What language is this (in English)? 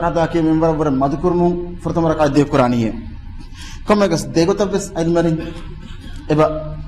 Divehi